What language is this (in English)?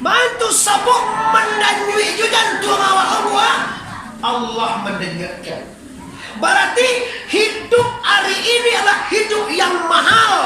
Minangkabau